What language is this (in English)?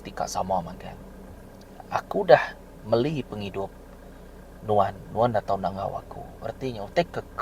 Iban